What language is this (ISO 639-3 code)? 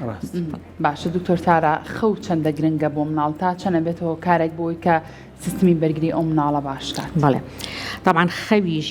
ckb